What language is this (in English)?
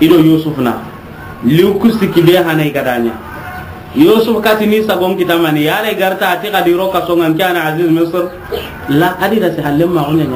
Soninke